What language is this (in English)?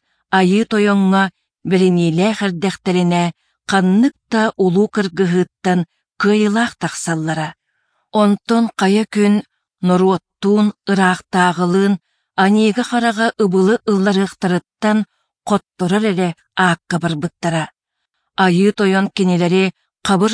Yakut